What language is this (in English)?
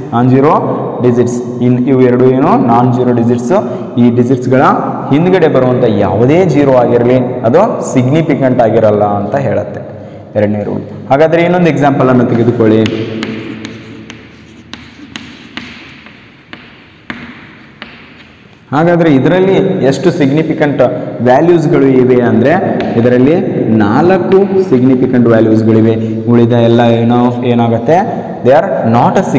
Kannada